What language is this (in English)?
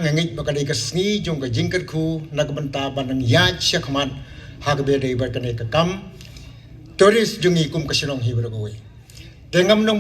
Khasi